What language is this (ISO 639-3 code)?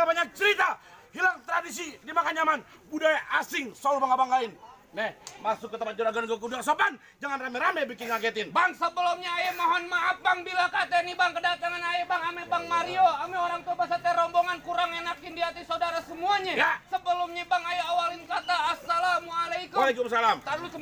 bew